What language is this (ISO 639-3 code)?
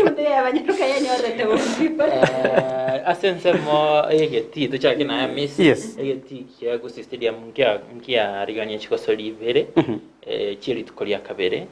guz